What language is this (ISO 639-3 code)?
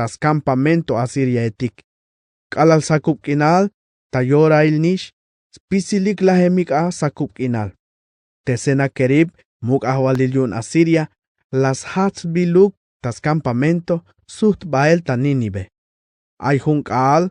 tzh